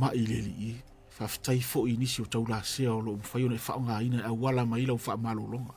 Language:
Samoan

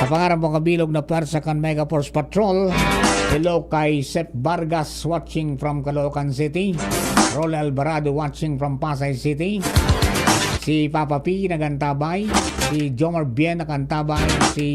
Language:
Bikol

